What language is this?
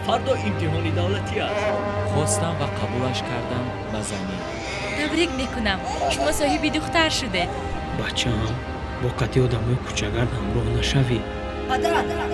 Tajik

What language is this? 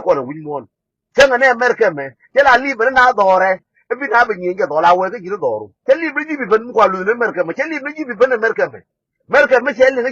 Nuer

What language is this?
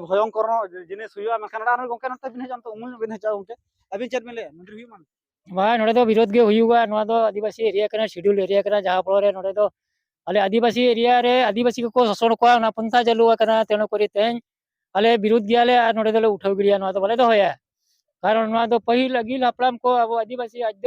Santali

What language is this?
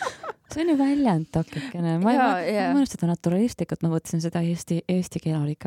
Estonian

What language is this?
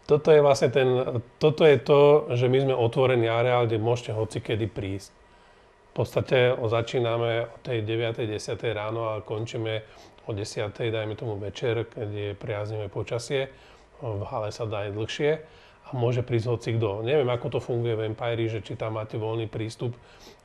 Slovak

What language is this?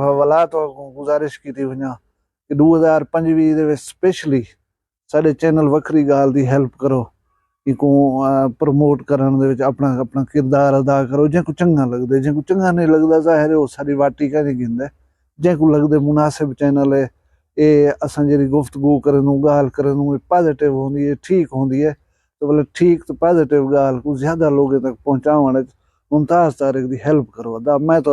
Saraiki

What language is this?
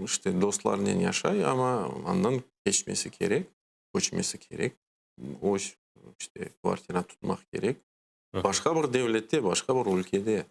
Crimean Tatar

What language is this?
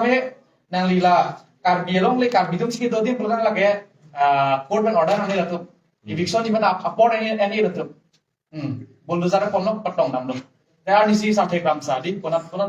Karbi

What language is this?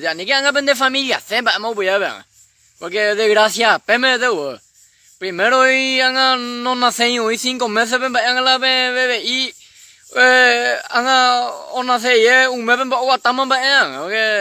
Guarani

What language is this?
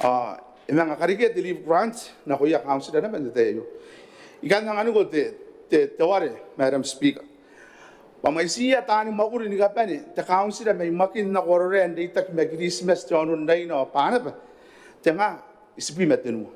Gilbertese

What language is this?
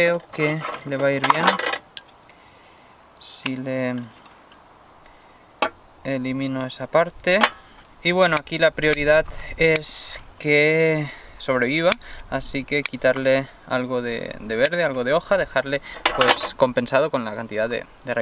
Spanish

